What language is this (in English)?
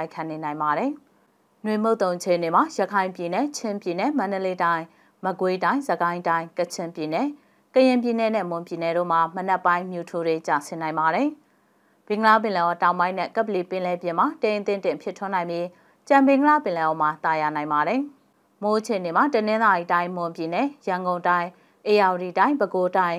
Burmese